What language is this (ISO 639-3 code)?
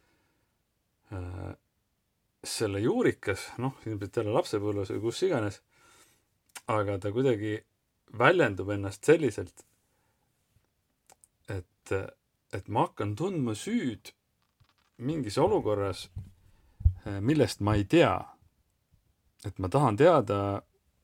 est